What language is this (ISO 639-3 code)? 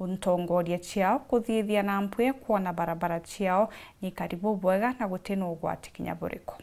mer